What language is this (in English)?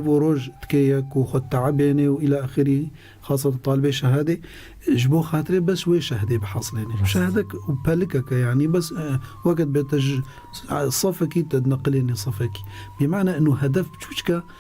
Kurdish